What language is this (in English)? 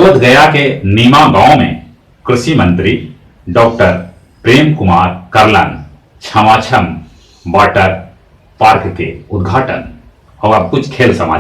Magahi